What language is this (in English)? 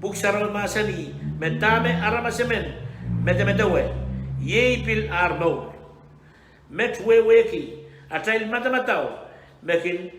Pohnpeian